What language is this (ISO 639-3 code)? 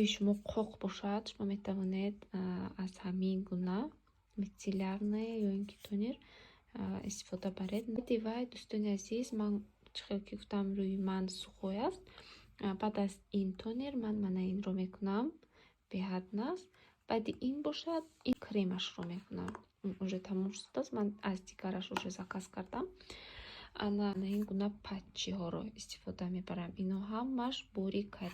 tgk